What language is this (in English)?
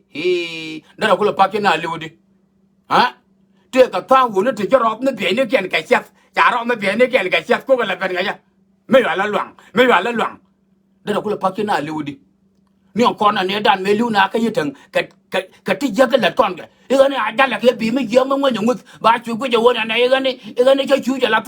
Nuer